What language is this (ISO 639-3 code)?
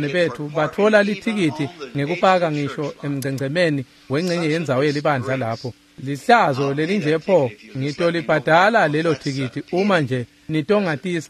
ssw